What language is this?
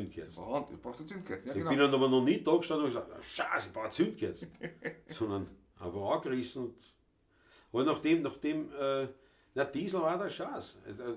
Bavarian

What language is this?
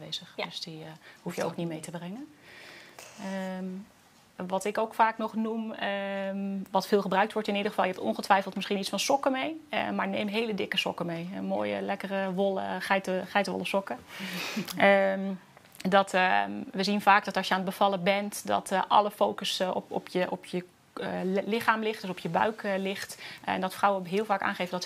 Dutch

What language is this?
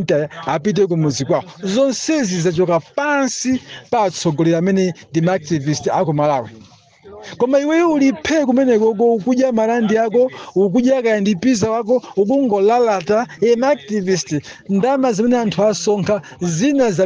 Nyanja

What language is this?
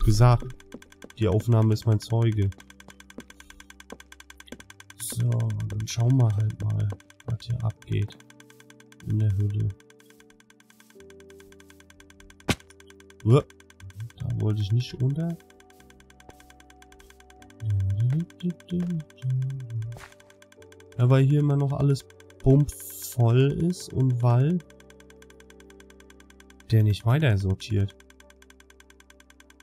German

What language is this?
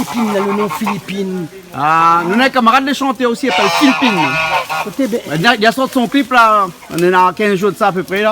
Réunion Creole French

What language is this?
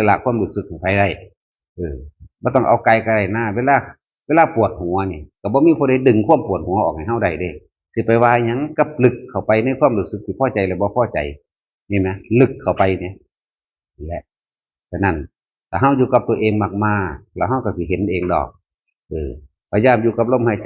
Northeastern Thai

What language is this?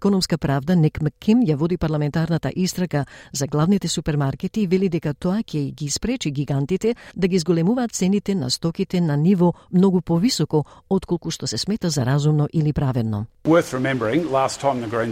Macedonian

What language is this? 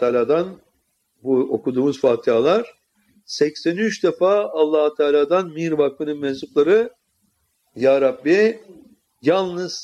Turkish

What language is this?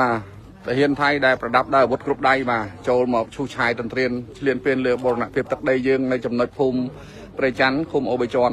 Khmer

